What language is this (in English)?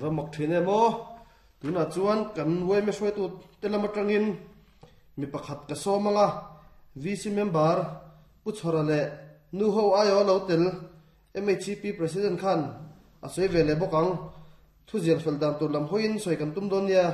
Mizo